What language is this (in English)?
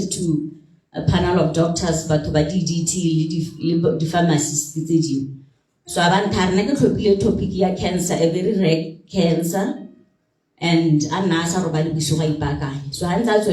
Tswana